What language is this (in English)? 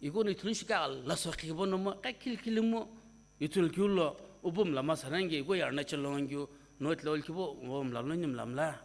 Sumi Naga